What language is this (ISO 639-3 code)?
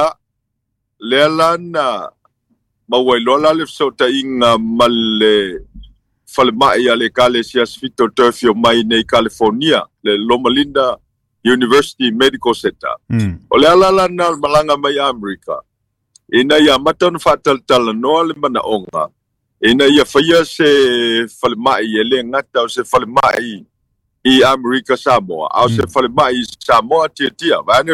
smo